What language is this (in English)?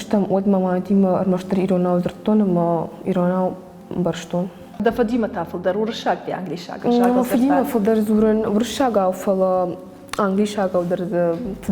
Ossetic